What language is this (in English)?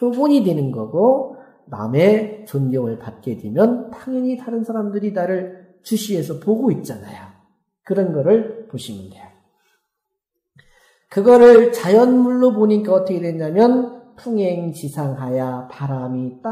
Korean